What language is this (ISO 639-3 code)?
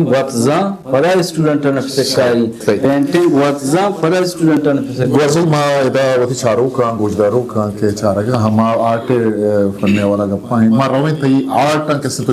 bgp